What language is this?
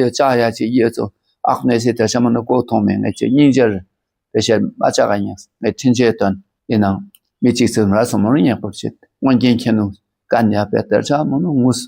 Dakpakha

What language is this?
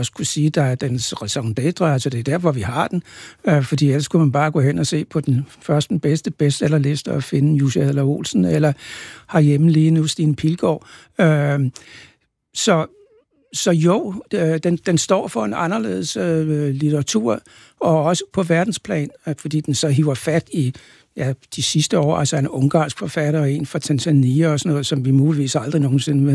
Danish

